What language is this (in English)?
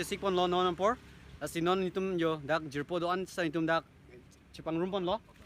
Karbi